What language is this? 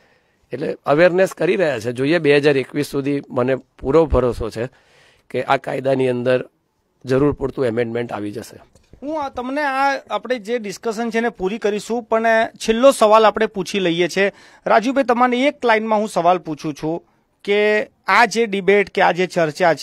Gujarati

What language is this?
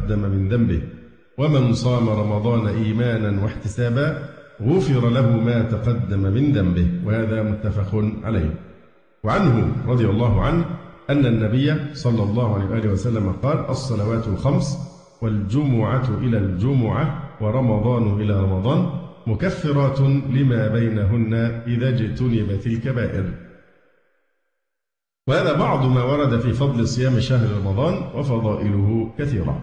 Arabic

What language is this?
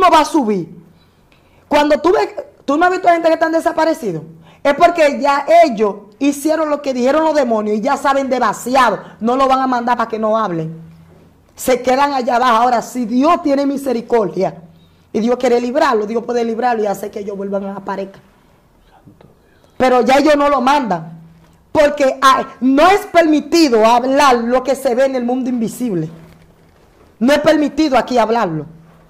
Spanish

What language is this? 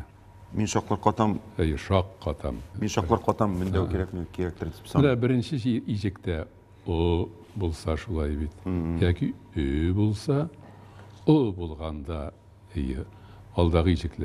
Tatar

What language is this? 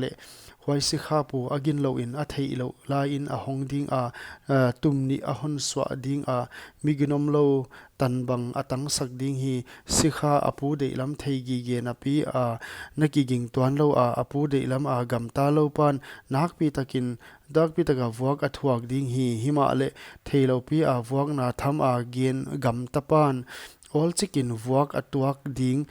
Paite Chin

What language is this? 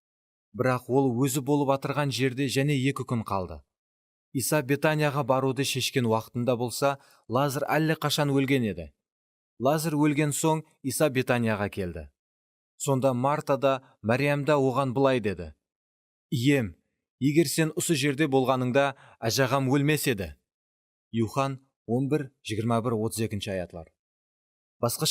Kara-Kalpak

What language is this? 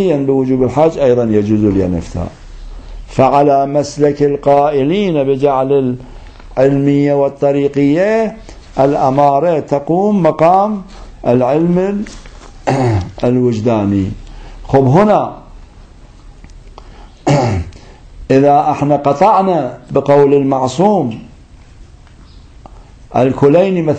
Arabic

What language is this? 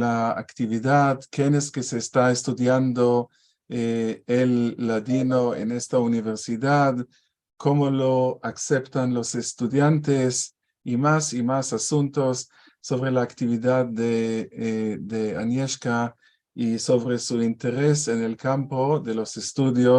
Ladino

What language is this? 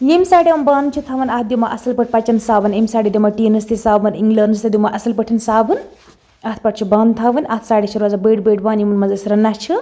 Kashmiri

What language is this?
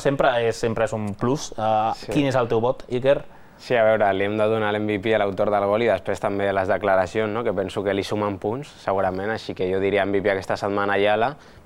Catalan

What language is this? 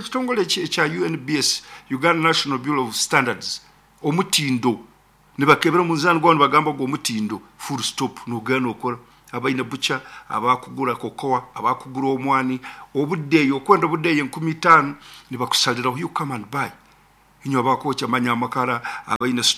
Nyankole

